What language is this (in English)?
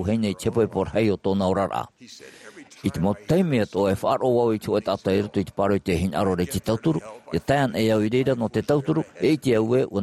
Tahitian